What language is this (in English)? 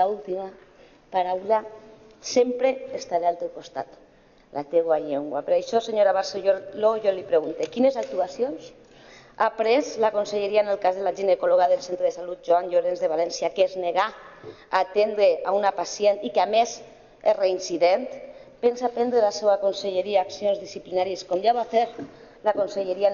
Catalan